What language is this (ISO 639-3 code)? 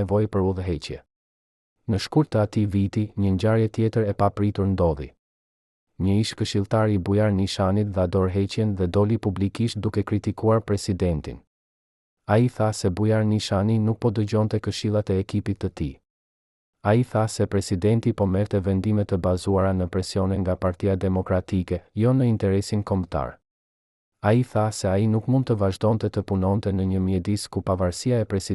sqi